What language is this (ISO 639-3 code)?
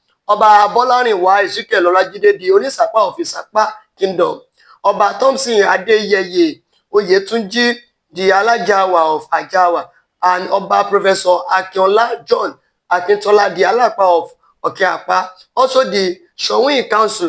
yor